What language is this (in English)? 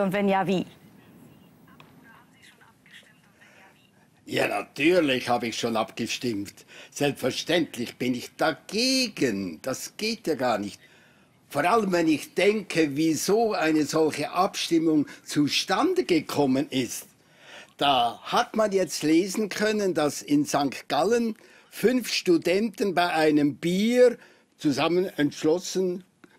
German